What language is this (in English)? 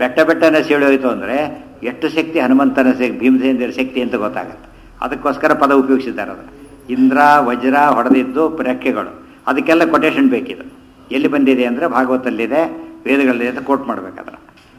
Kannada